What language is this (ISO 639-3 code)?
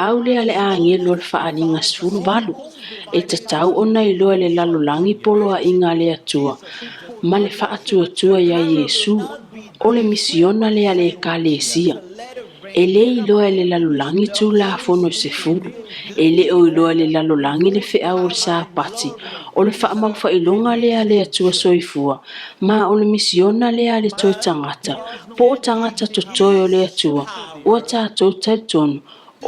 smo